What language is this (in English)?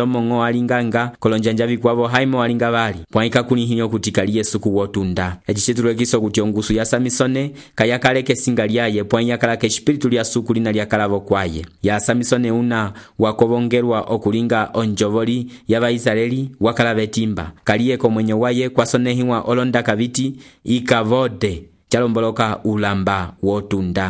Umbundu